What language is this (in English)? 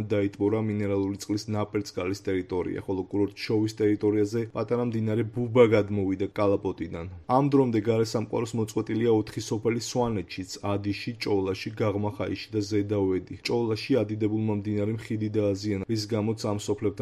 Georgian